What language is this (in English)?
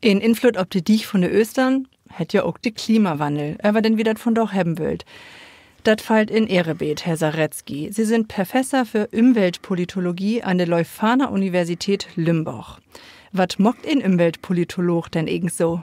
Low German